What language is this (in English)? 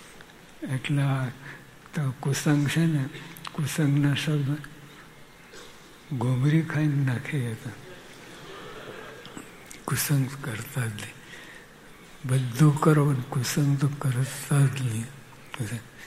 Gujarati